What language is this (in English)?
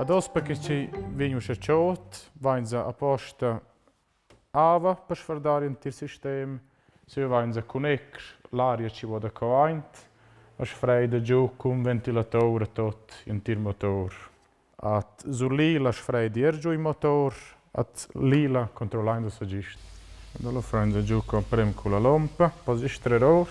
Romansh